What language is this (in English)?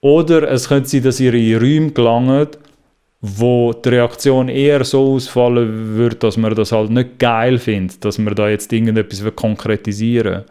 Swiss German